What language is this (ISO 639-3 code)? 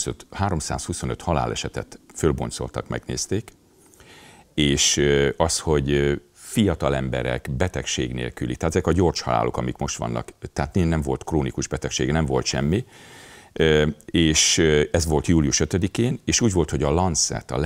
hun